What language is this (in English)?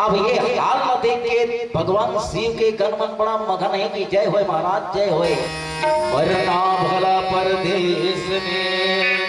Chhattisgarhi